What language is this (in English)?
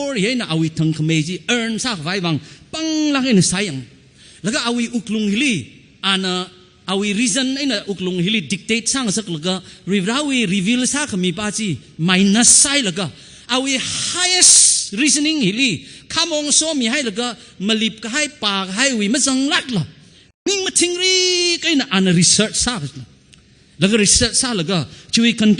Tangkhul Naga (India)